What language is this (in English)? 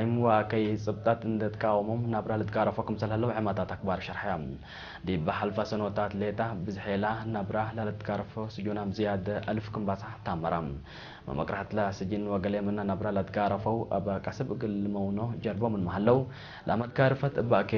Tigre